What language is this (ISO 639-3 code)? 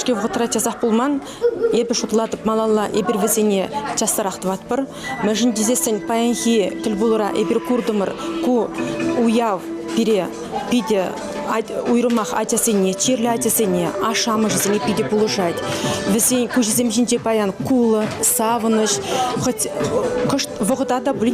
chv